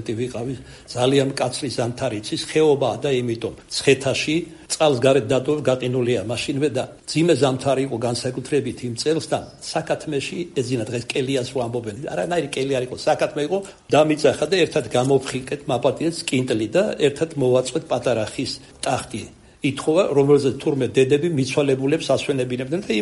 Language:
Georgian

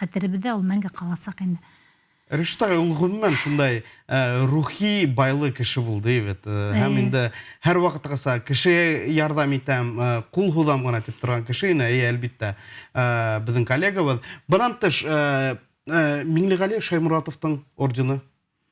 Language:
Bashkir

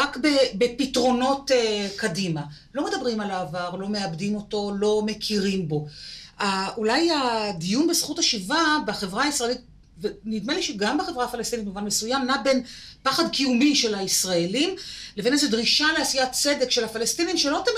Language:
Hebrew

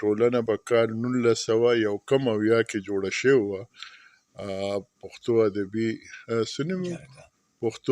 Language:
Pashto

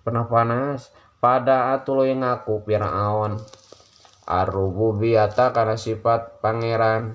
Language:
Sundanese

